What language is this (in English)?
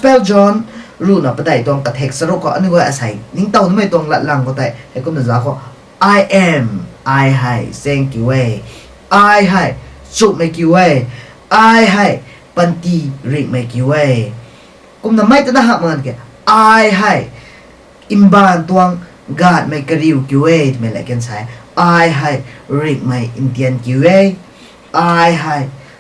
Rongmei Naga